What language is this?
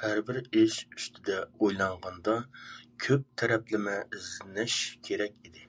Uyghur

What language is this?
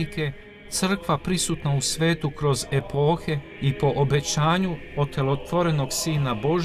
Serbian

